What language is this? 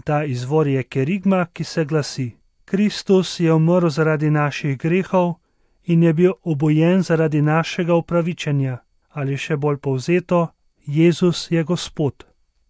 Slovenian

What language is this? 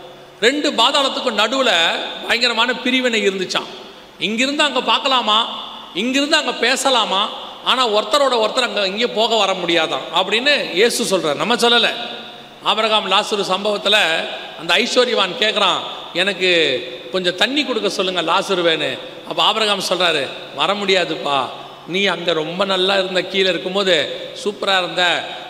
Tamil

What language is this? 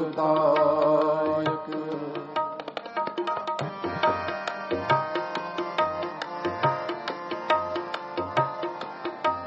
Punjabi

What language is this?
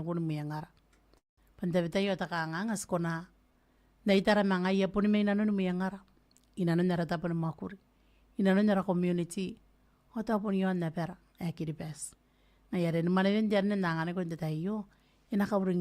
Gilbertese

